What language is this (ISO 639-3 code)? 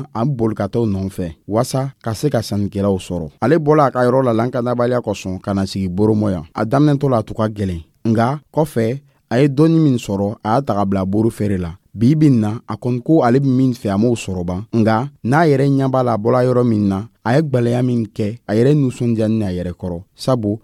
dyu